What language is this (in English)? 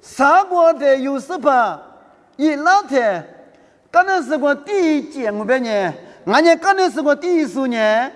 Lisu